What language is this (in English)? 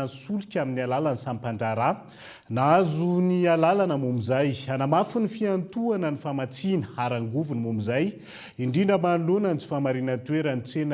Malagasy